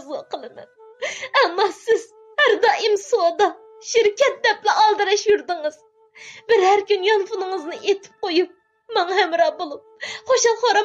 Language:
Uyghur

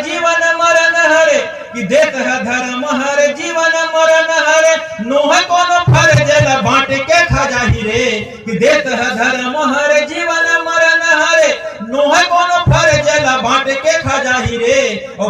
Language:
Chhattisgarhi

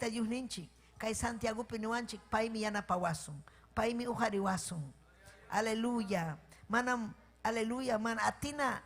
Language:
Ayacucho Quechua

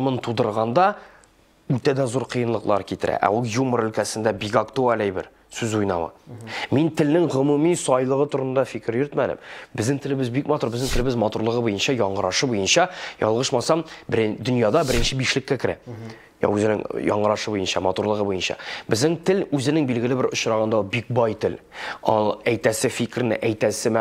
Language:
Tatar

